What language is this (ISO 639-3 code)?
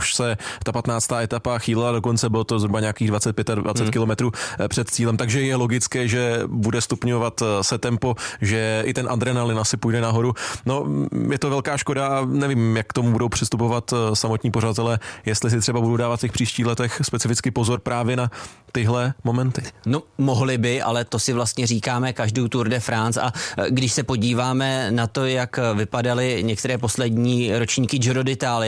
ces